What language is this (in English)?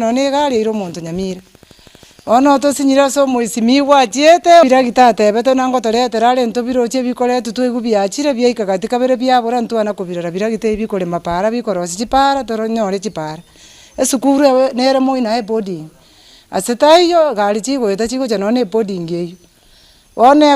Gusii